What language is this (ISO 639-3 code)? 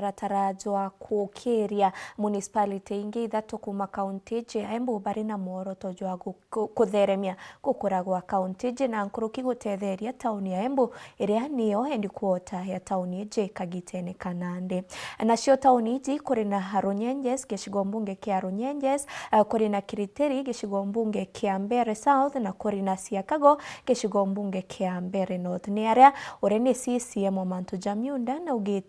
mer